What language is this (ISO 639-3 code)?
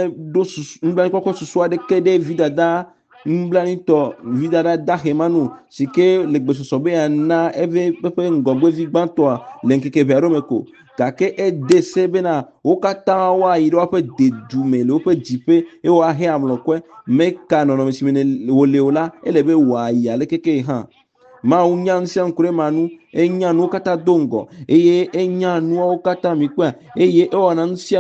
ewe